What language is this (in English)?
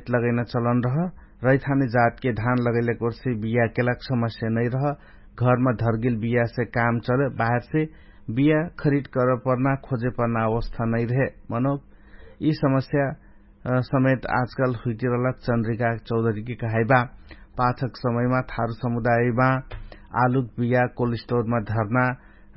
Dangaura Tharu